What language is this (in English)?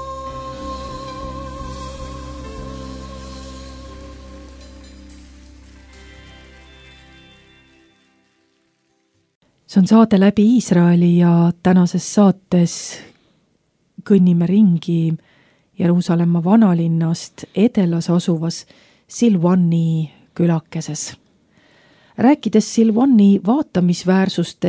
Estonian